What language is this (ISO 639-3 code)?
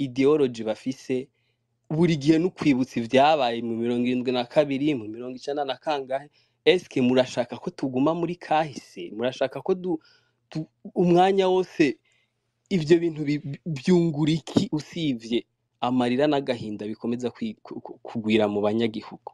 run